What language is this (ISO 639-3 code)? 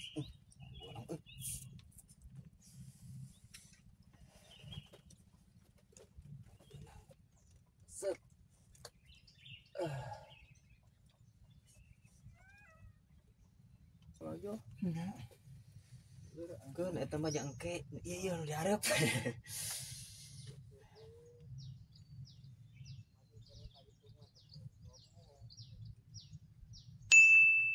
sun